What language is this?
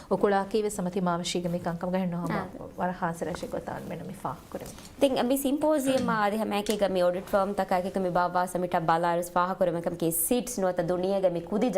Divehi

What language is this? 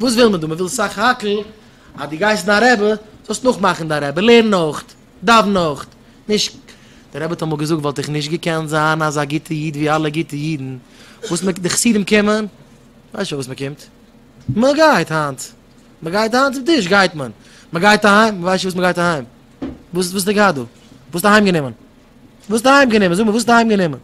Yiddish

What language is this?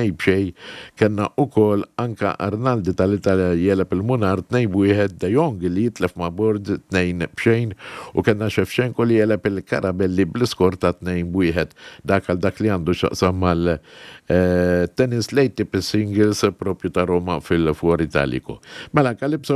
Maltese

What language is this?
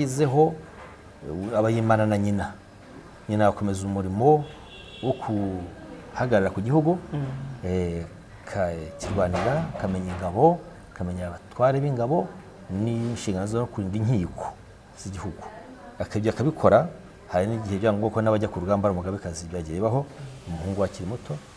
Kinyarwanda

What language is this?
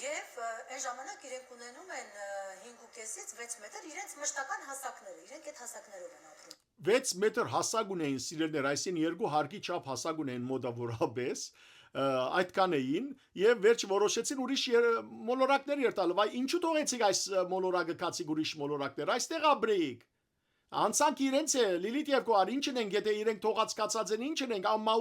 Western Armenian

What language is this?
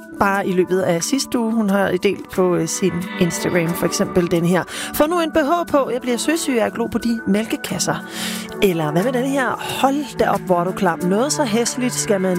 Danish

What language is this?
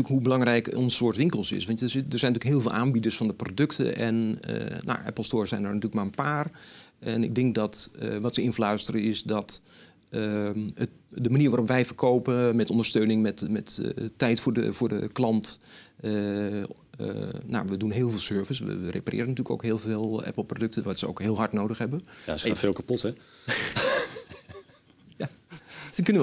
Dutch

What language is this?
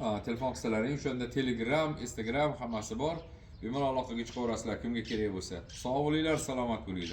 Uzbek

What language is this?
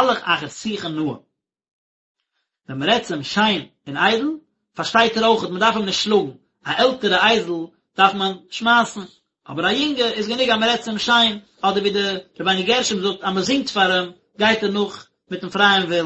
Yiddish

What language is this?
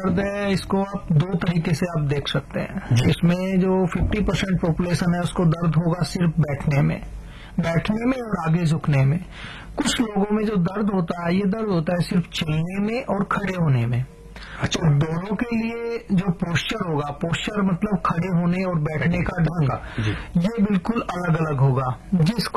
Hindi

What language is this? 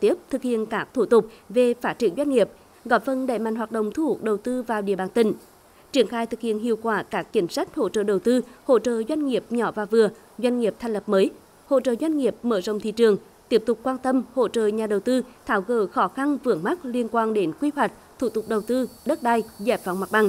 Vietnamese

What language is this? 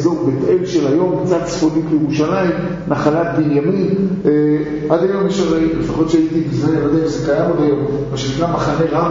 Hebrew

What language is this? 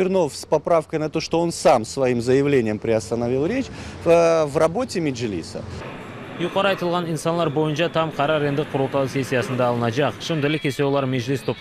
Crimean Tatar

